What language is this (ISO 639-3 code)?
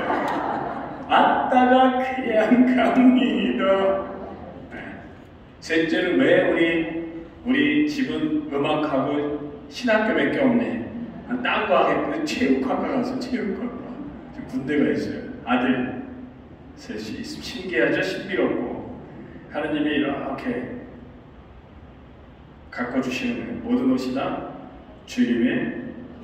kor